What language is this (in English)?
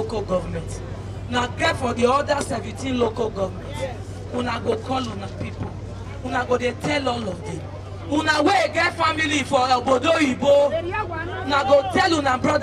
Nigerian Pidgin